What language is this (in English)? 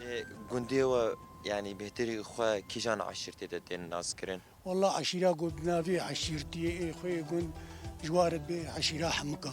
Kurdish